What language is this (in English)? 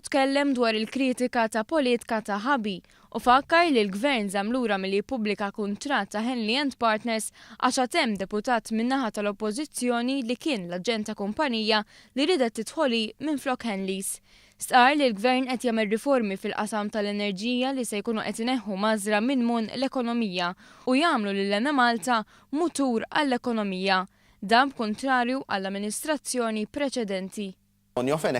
Maltese